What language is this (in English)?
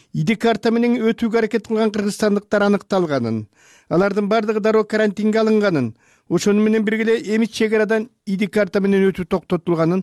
Kyrgyz